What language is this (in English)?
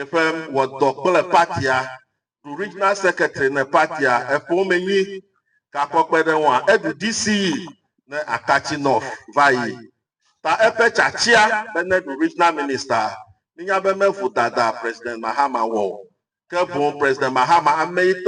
Ewe